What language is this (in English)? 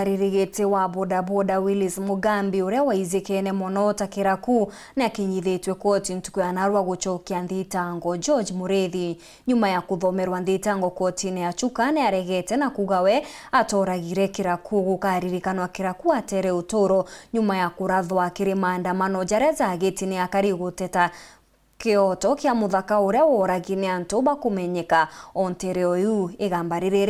Meru